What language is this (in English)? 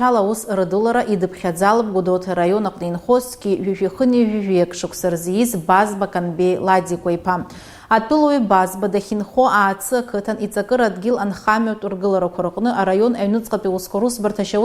Abkhazian